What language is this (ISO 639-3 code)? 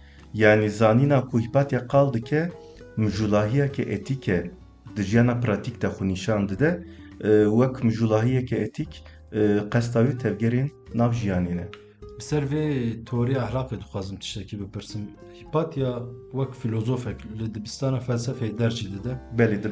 kur